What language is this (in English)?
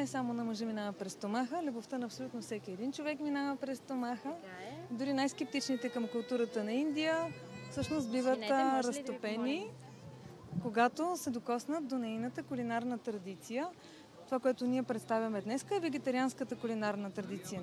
Bulgarian